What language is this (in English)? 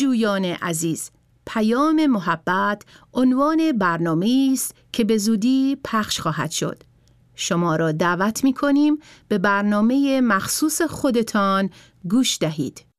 Persian